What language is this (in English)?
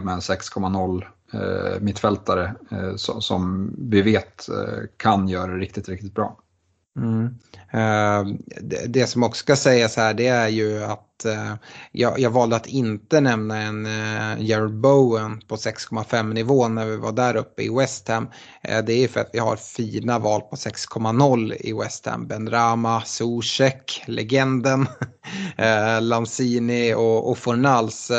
Swedish